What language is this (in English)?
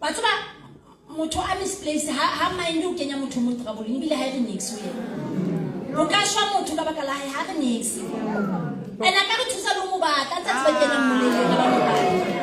Southern Sotho